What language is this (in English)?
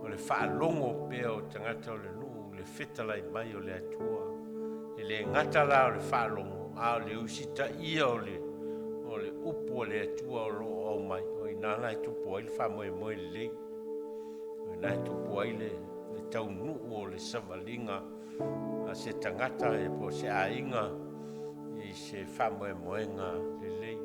Samoan